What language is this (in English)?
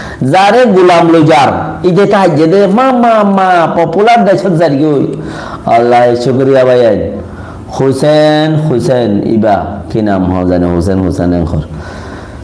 Rohingya